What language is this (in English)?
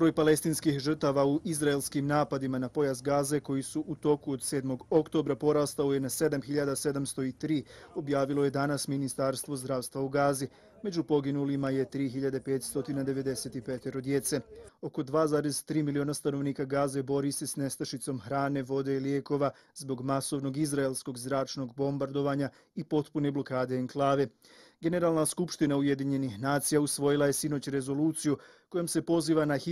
Bosnian